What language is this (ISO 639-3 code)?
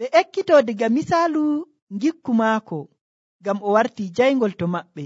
fuv